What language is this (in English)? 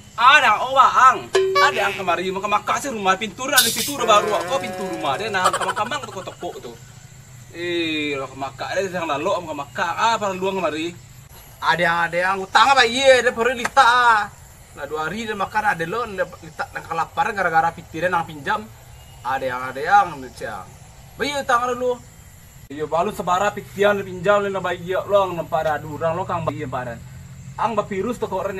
Minangkabau